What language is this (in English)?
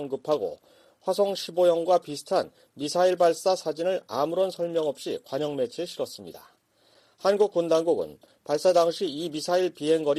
Korean